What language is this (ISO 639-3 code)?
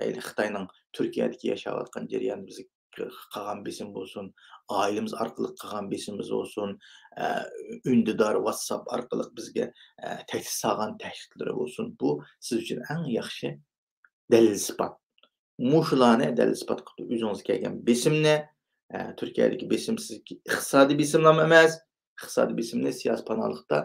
uig